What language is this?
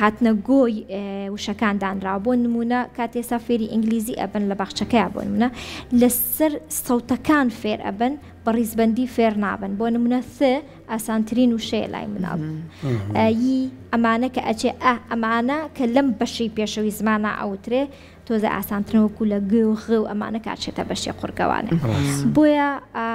Central Kurdish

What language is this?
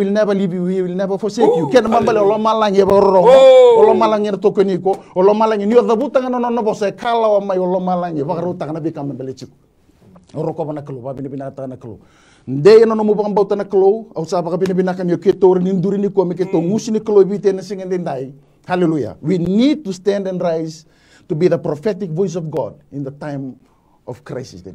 Fijian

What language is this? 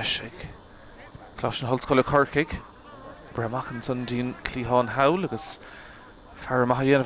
Irish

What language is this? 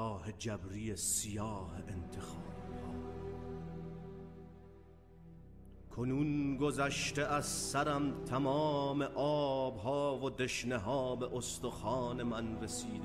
Persian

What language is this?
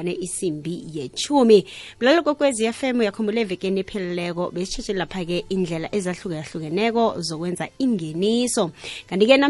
South Ndebele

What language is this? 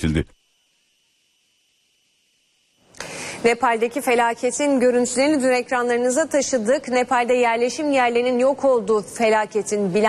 Turkish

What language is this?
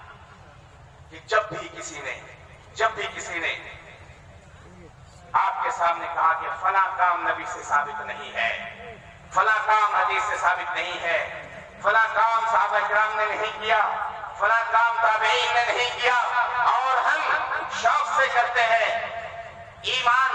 Urdu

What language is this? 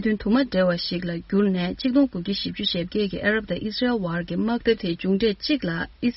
Tibetan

